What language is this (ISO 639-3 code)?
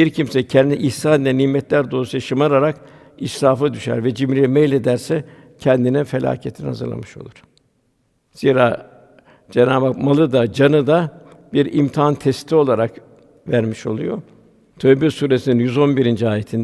tur